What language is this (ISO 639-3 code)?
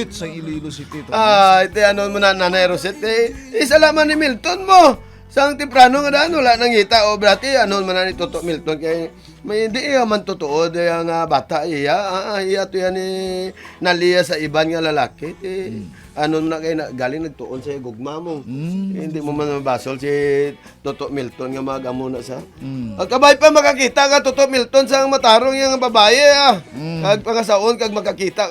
hil